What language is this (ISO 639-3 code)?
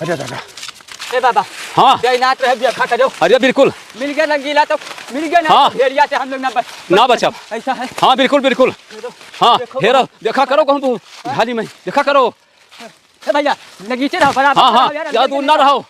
awa